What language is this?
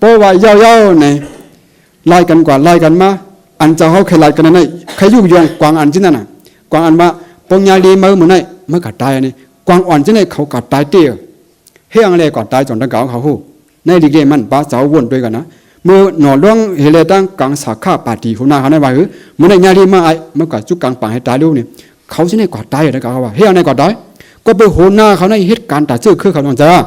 Shan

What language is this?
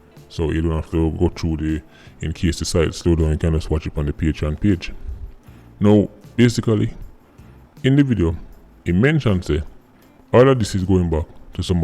Jamaican Creole English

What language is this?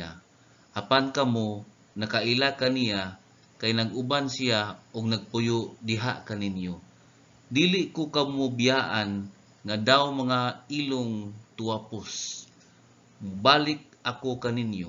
Cebuano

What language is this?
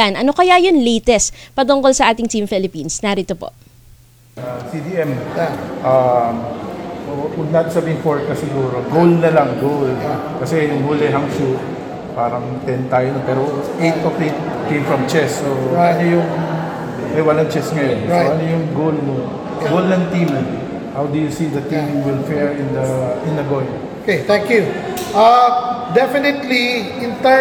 Filipino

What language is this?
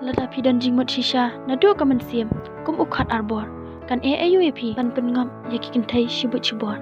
Khasi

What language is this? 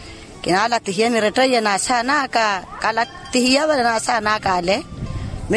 Makhuwa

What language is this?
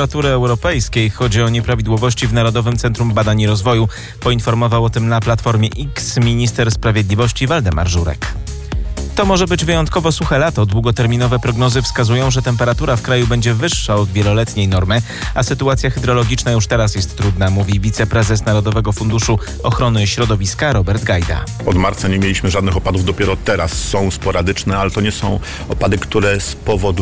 Polish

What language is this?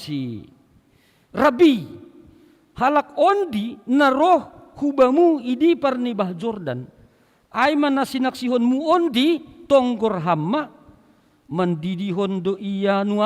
Batak Simalungun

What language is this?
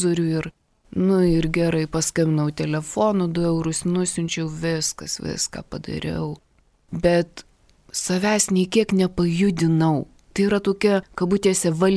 Lithuanian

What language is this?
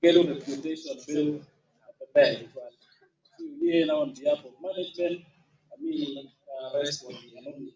Acoli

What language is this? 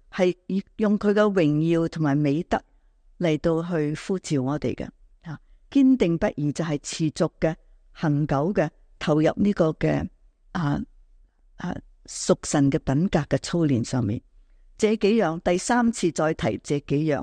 Cantonese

